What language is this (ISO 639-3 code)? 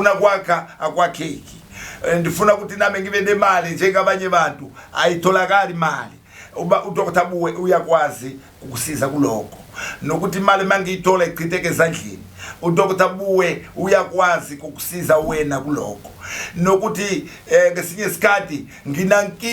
zul